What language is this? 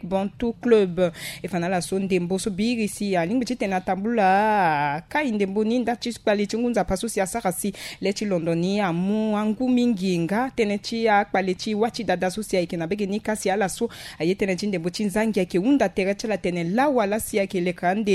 Sango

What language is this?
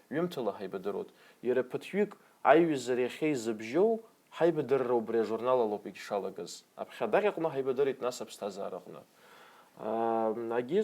Abkhazian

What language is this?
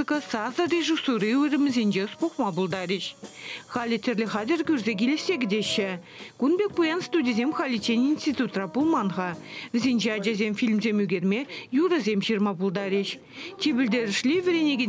Chuvash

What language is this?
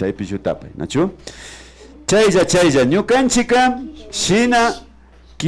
Imbabura Highland Quichua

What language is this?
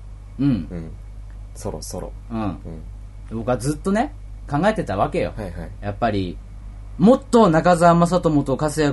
Japanese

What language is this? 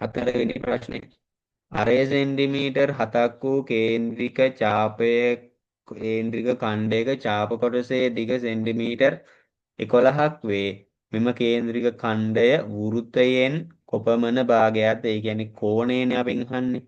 Sinhala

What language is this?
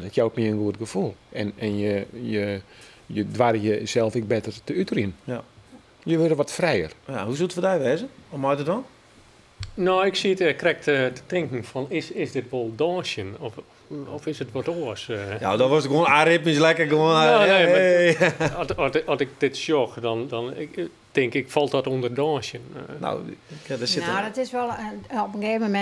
Western Frisian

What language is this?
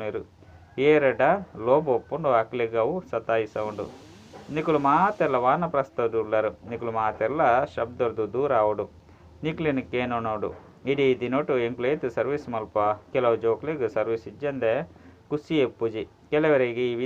Tulu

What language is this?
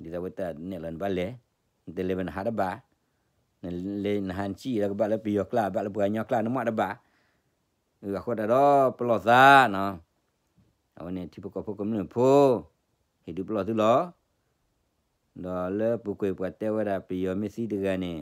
S'gaw Karen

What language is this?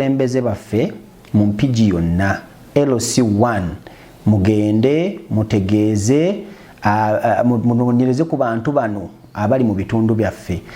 Ganda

